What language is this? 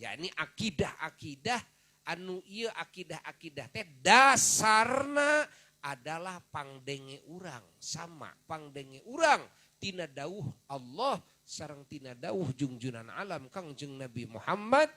Sundanese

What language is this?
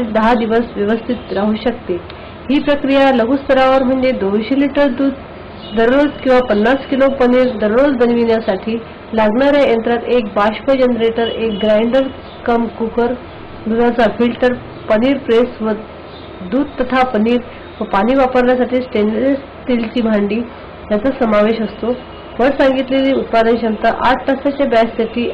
Marathi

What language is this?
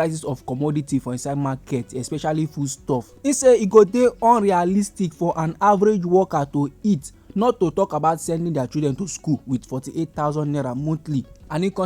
Nigerian Pidgin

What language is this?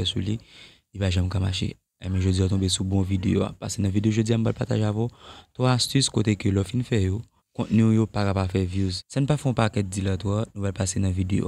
Haitian Creole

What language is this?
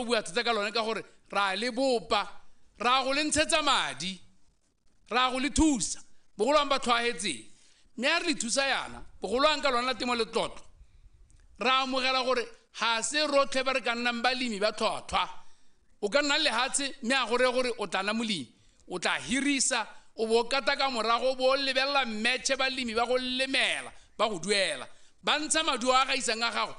Tswana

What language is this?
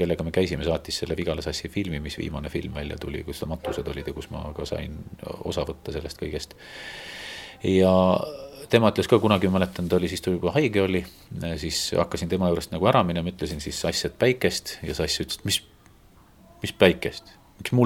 Estonian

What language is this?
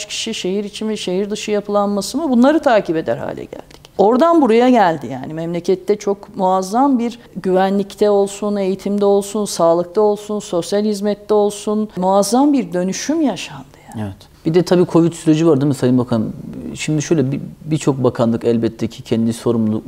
Turkish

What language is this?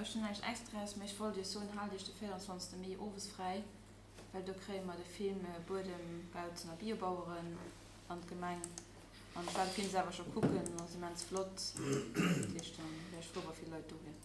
Luxembourgish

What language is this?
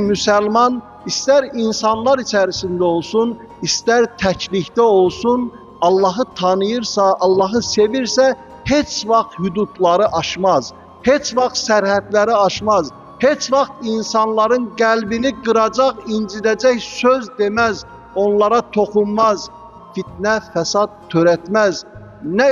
Azerbaijani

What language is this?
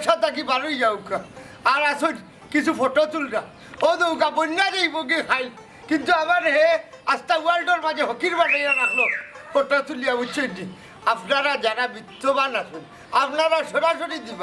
Sylheti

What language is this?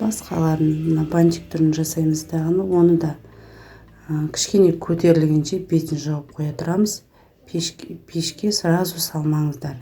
Kazakh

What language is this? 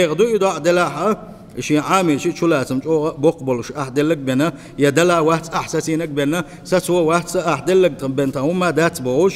Chechen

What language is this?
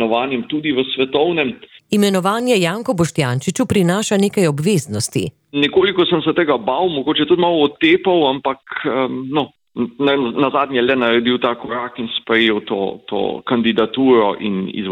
Slovenian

